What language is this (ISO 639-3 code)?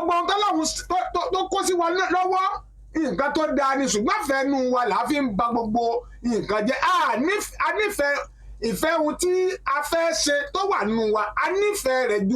yor